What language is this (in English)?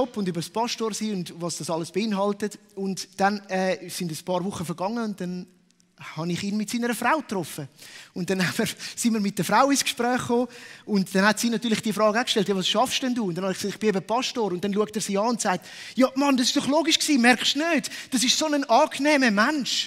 Swiss German